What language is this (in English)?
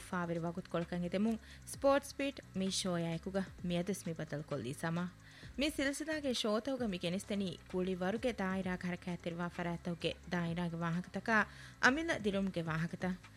Divehi